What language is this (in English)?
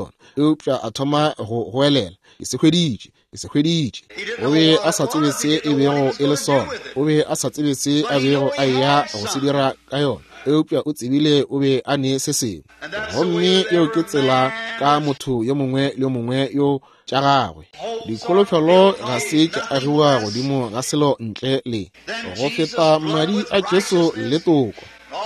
Northern Sotho